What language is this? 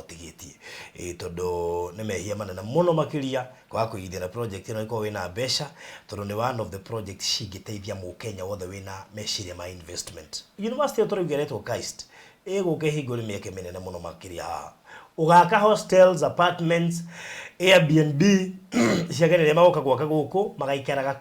Kikuyu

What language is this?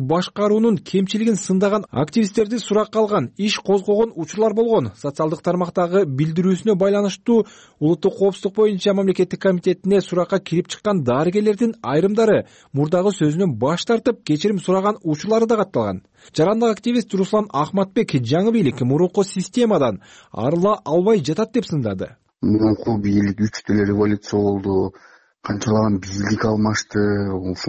Kyrgyz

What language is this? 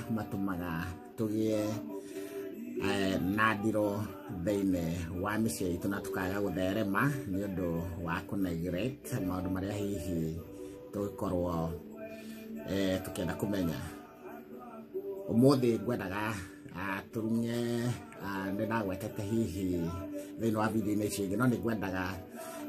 Kikuyu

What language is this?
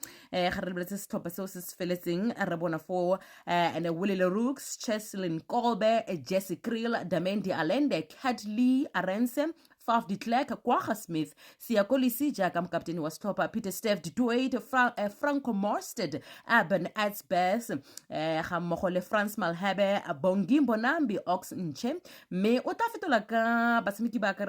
Tswana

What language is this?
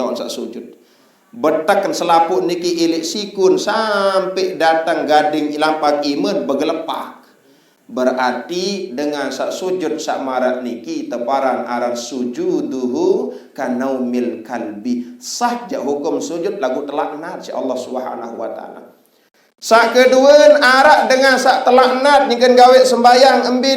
Sasak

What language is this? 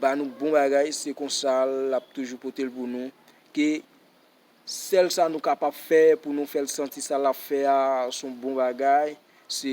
Haitian Creole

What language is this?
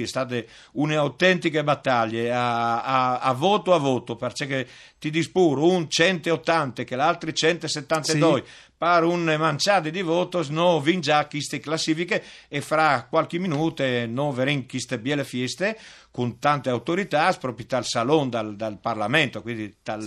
Friulian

